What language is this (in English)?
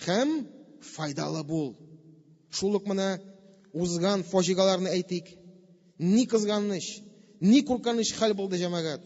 Tatar